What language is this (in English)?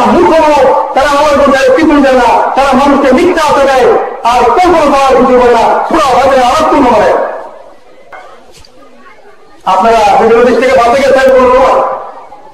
Bangla